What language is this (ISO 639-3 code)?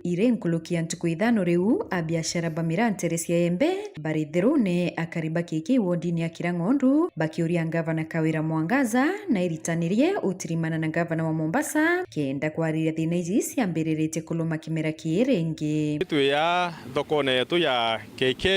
mer